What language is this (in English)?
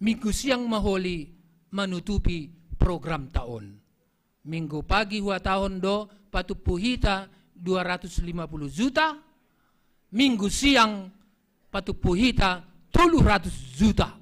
Batak Simalungun